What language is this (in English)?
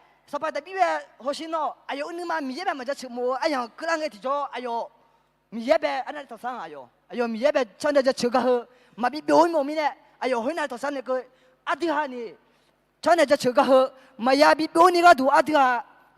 Akha